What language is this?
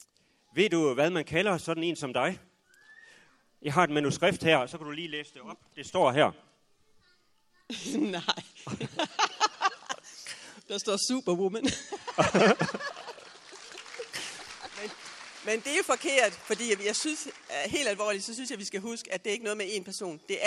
Danish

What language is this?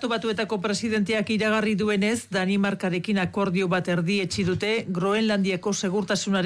Basque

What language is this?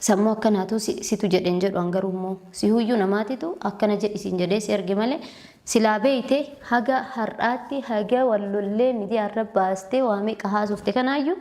Oromo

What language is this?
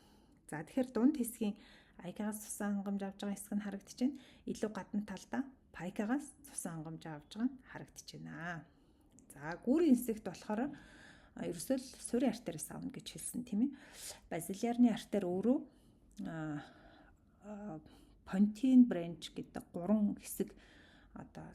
Mongolian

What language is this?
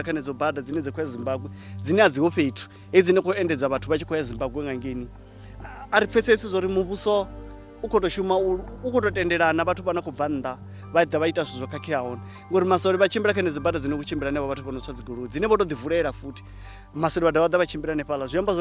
Venda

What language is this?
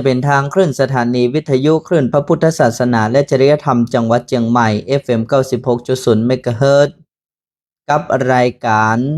Northern Thai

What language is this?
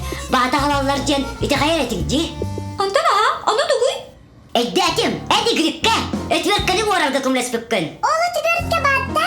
Yakut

